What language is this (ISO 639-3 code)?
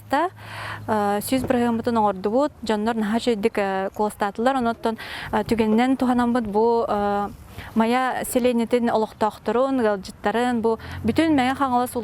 sah